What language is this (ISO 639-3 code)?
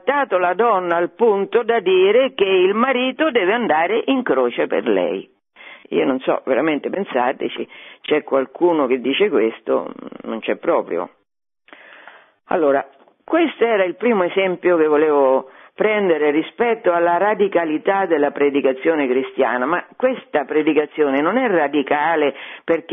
ita